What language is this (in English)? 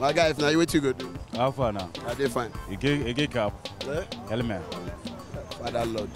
Nigerian Pidgin